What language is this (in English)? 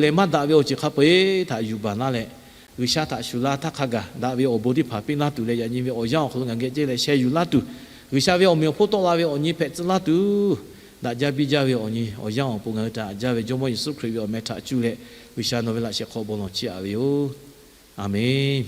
Lahu